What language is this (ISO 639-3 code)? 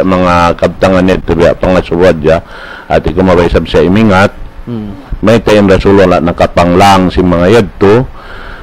tsg